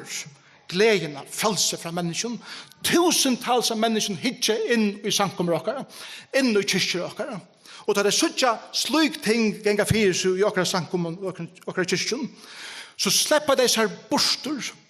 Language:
Faroese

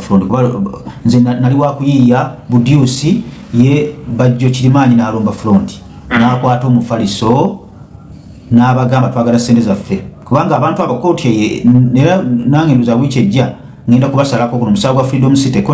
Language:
Ganda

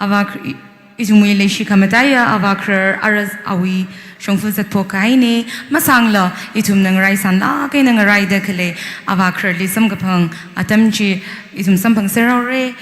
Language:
Tangkhul Naga (India)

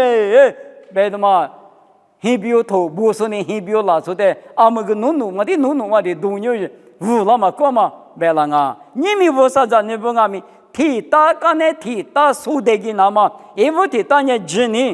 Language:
Lisu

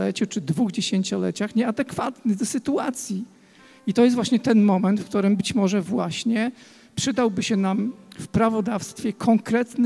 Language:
Polish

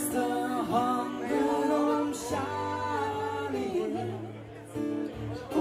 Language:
Norwegian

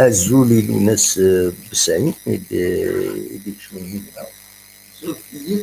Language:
Kabyle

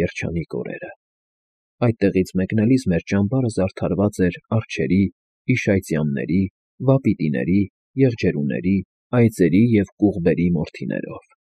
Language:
Armenian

